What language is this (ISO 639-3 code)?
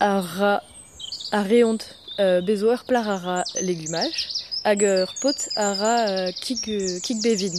bre